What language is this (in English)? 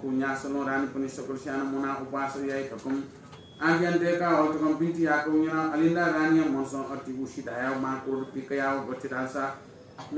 Newari